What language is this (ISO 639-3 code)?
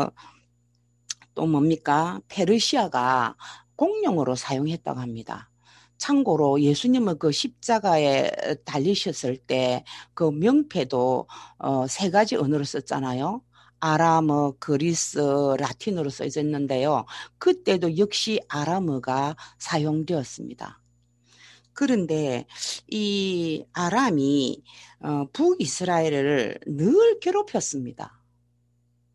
kor